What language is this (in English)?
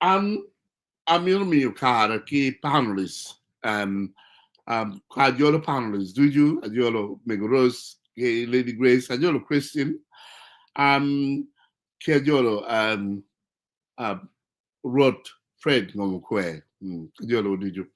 Acoli